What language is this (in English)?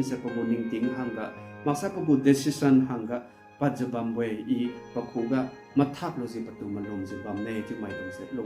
Liangmai Naga